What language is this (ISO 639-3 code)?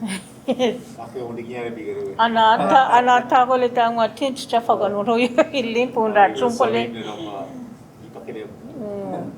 cho